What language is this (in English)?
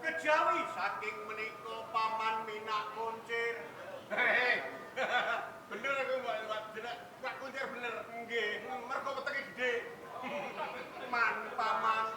Javanese